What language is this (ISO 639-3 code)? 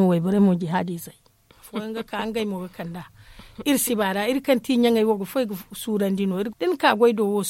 dje